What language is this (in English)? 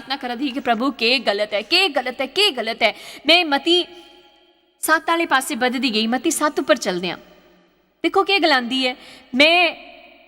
Dogri